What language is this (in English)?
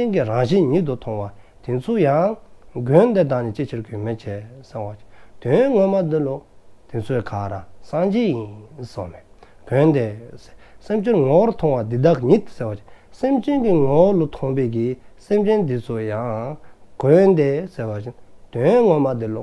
Dzongkha